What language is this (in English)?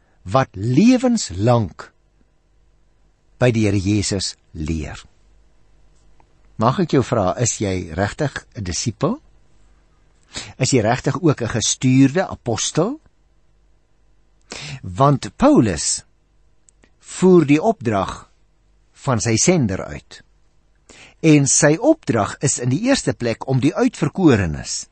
Afrikaans